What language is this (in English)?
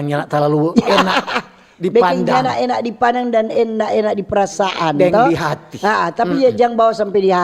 Manado Malay